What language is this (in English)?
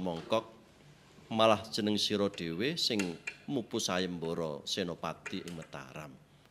Javanese